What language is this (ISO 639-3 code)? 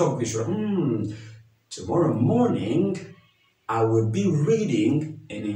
run